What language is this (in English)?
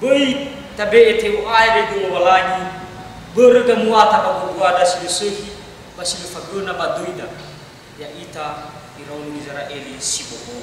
Nias